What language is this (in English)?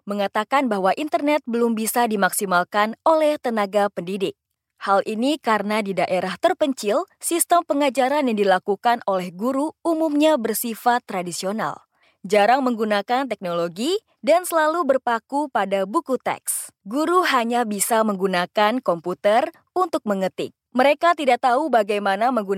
Indonesian